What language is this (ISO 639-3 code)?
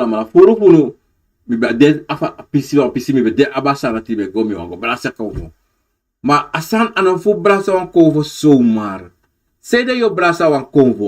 srn